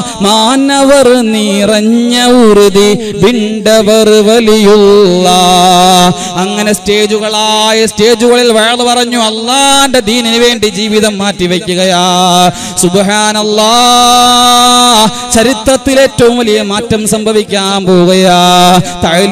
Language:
Malayalam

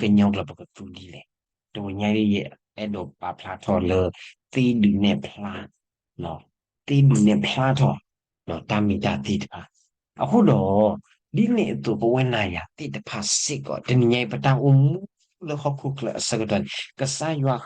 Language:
S'gaw Karen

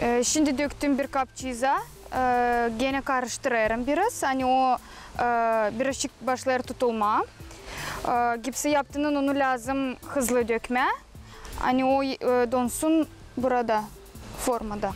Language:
Gagauz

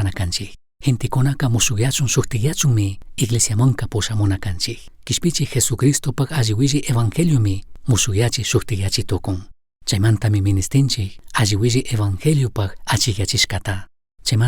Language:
Chimborazo Highland Quichua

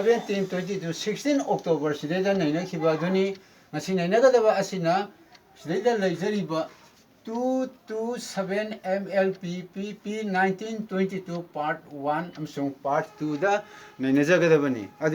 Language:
Manipuri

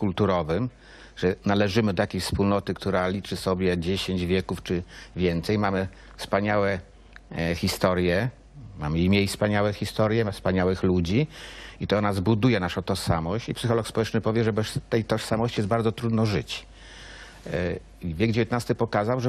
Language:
Polish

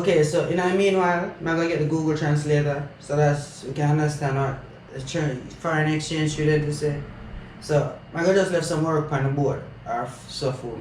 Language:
Jamaican Creole English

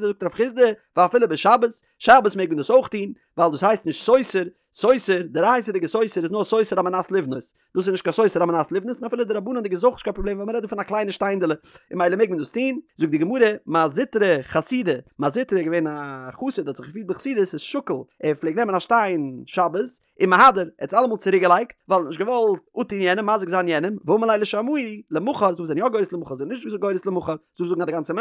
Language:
Yiddish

